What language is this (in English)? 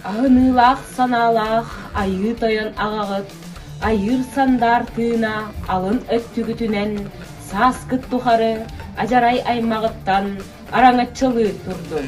Yakut